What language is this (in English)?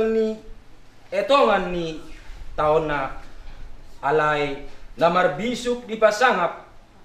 Batak Toba